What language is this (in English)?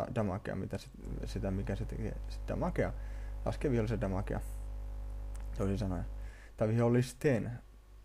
Finnish